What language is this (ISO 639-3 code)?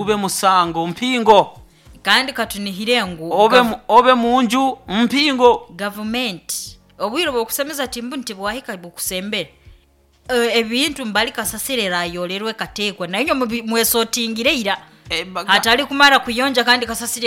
nyo